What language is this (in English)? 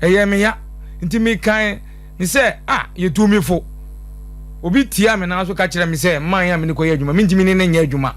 Akan